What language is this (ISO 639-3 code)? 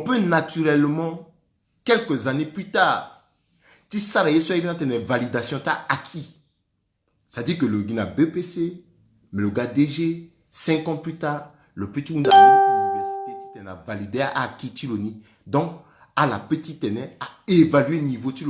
sag